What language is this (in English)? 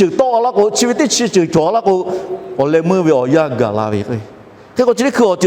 Lahu